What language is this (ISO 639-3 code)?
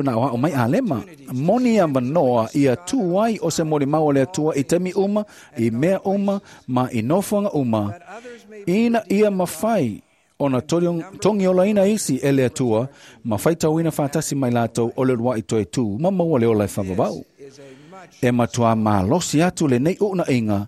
smo